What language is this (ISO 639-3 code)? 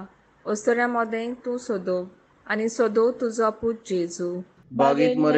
kok